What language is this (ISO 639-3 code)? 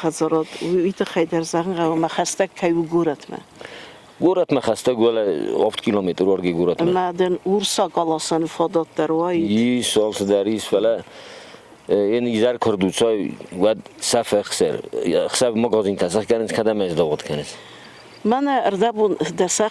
oss